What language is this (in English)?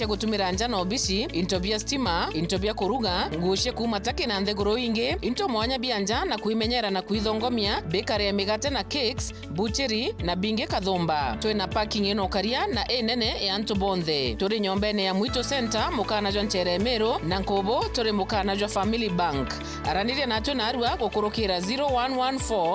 Meru